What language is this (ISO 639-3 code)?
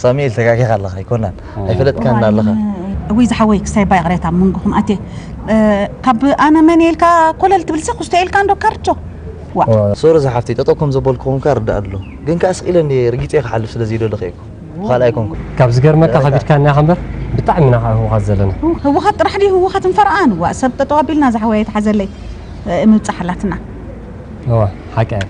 tir